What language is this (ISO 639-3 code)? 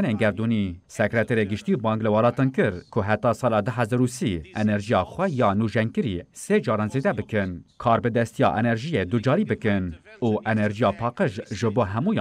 kur